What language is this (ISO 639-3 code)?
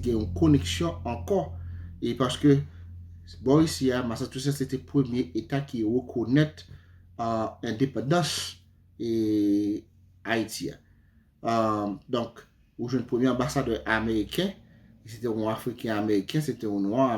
hat